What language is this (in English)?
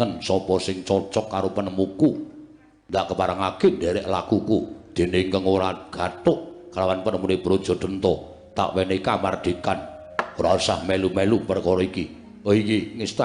Javanese